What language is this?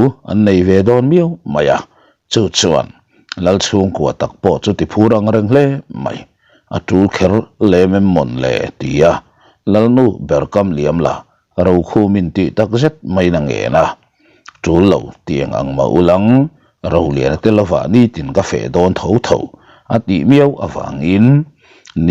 Mizo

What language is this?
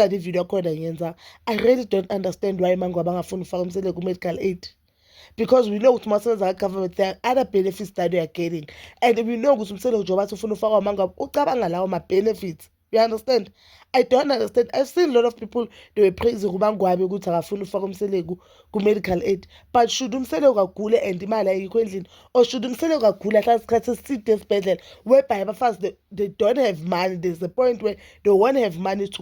Zulu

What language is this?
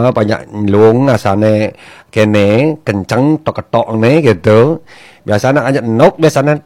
Balinese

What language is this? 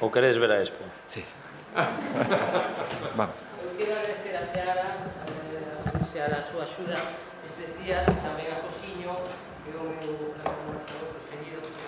Galician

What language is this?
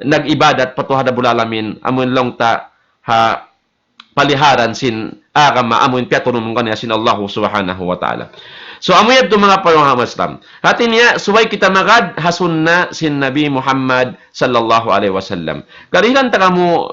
Tausug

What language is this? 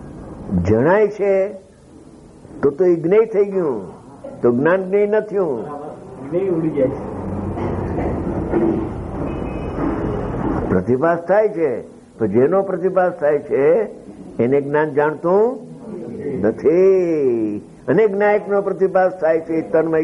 Gujarati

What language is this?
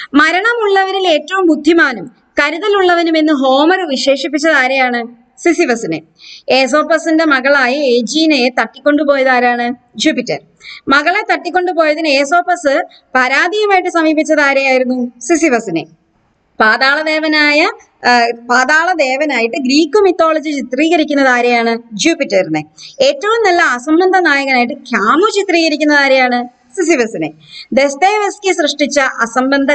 Malayalam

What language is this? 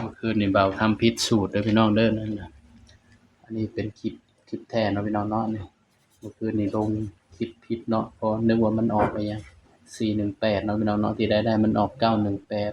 Northeastern Thai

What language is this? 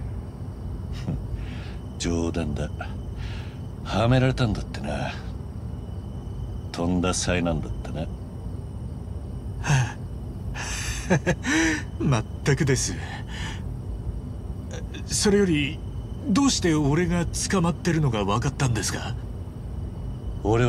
Japanese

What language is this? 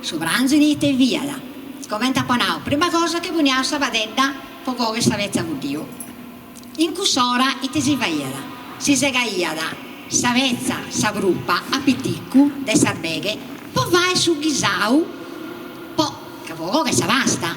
Sardinian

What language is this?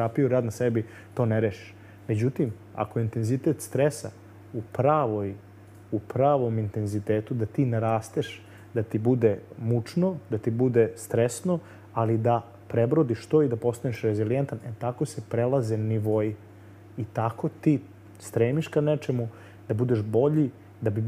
Serbian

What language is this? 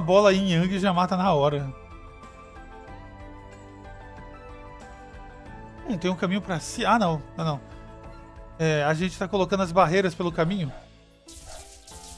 Portuguese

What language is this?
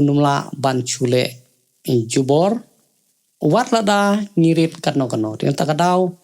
Khasi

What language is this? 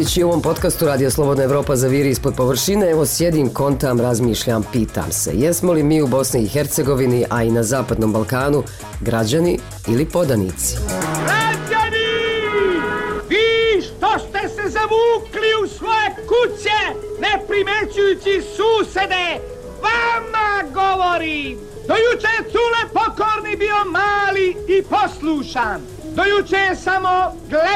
Bosnian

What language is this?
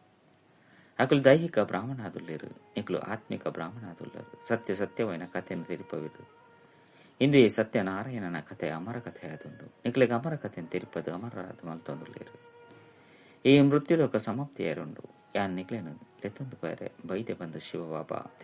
Tulu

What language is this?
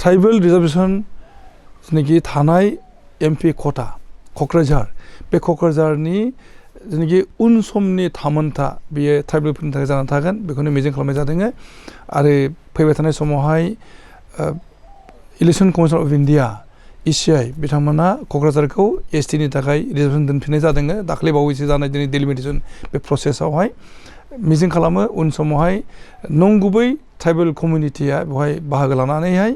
Bodo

